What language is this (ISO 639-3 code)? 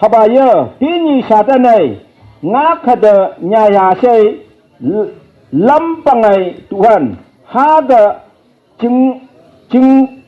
nph